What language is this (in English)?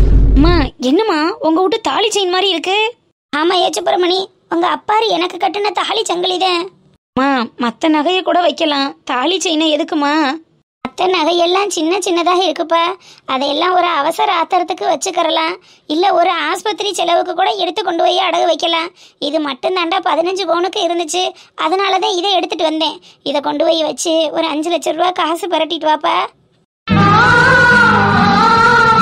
Tamil